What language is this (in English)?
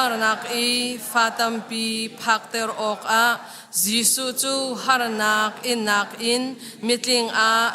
Hakha Chin